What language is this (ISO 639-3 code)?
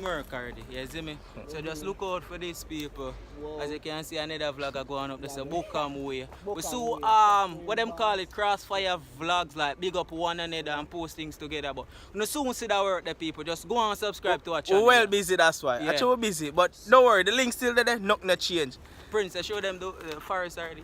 jam